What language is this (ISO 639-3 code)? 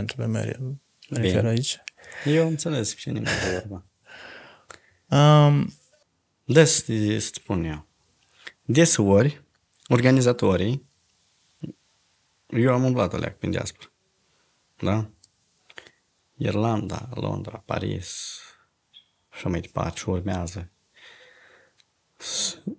ron